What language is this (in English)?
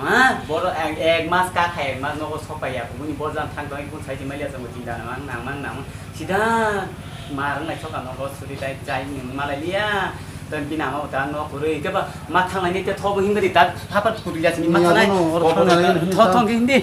Kok Borok